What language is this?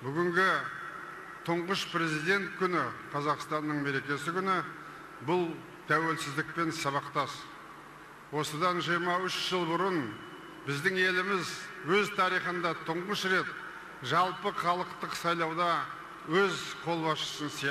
Kazakh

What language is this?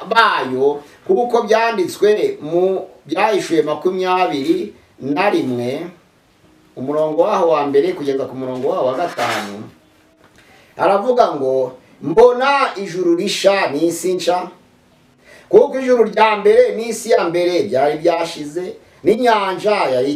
Kinyarwanda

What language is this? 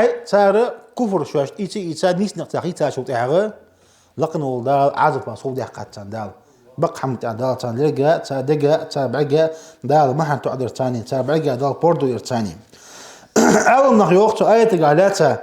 Ingush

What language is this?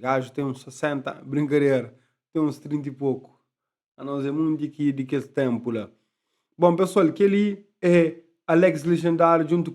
Kabuverdianu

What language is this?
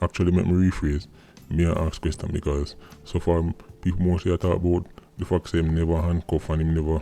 Jamaican Creole English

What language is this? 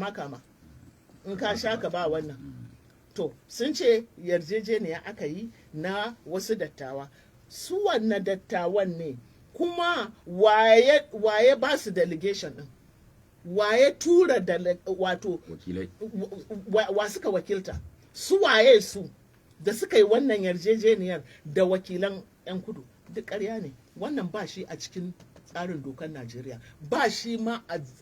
Hausa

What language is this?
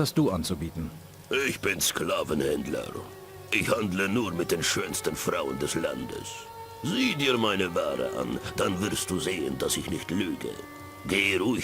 Bavarian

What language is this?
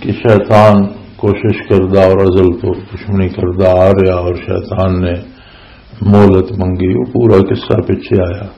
Western Panjabi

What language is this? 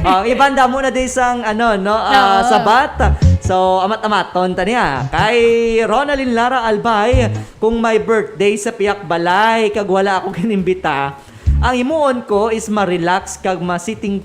Hiligaynon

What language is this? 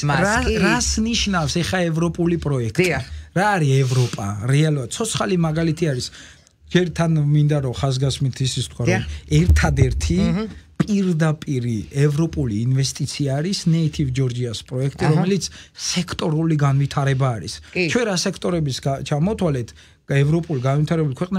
Georgian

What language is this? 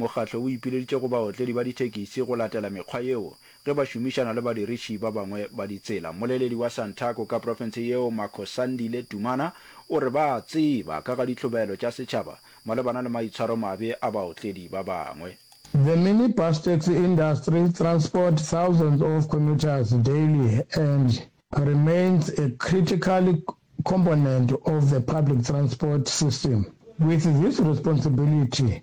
Northern Sotho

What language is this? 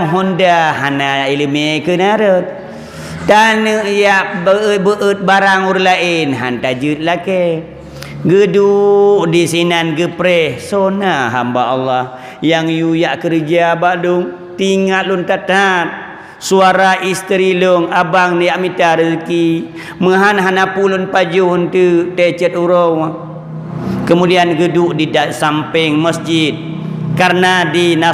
Achinese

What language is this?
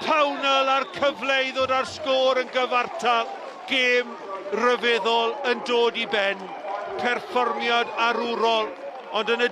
Welsh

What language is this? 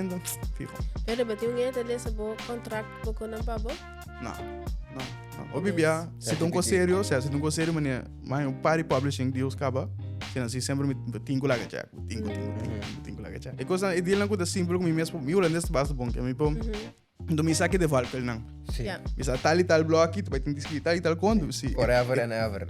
Papiamento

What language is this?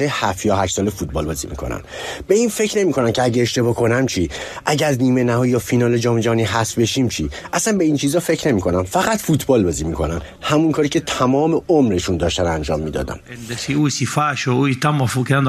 Persian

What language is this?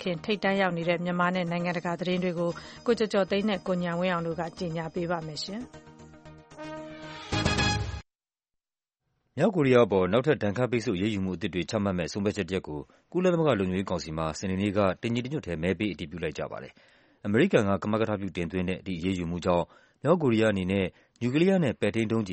Burmese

